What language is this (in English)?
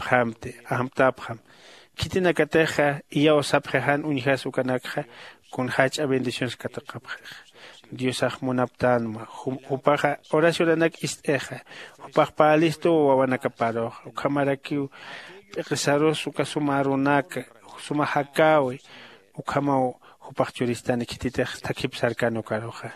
Aymara